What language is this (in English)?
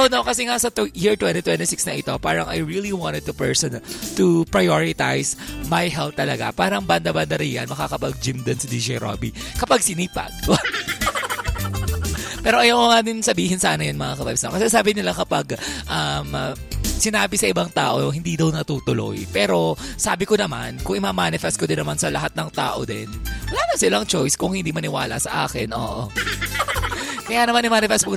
Filipino